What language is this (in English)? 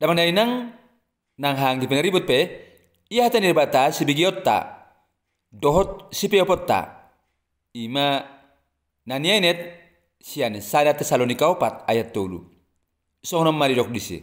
Batak Toba